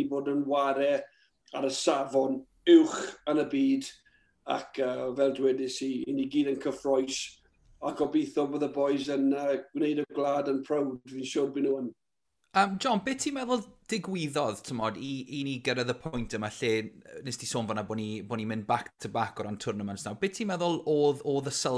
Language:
Welsh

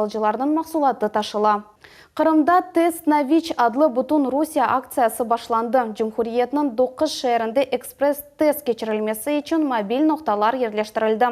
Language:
Crimean Tatar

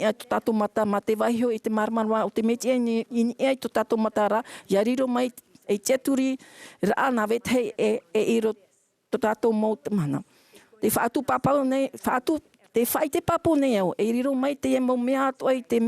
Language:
Tahitian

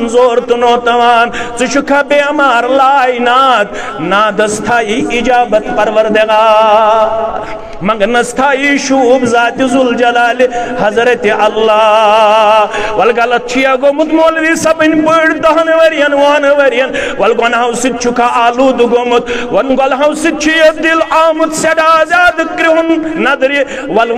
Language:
Kashmiri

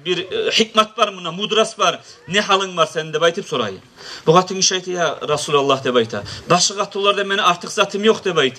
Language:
Kumyk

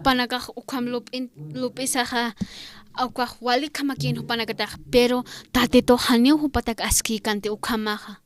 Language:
Aymara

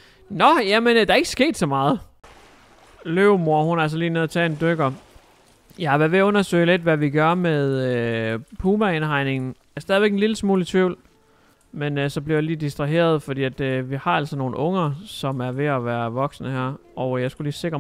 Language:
Danish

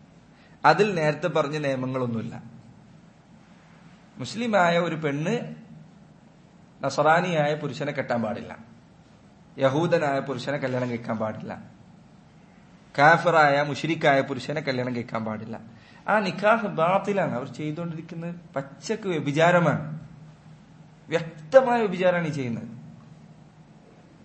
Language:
Malayalam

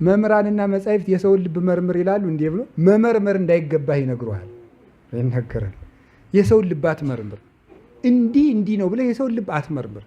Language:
Amharic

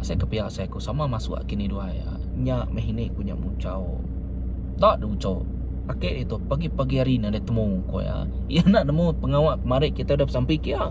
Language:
Iban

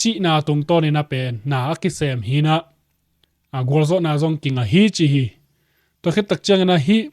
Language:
Tedim Chin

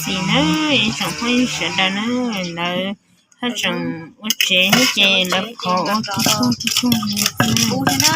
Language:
Hmong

